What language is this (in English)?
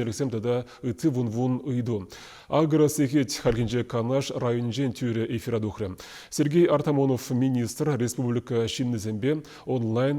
Chuvash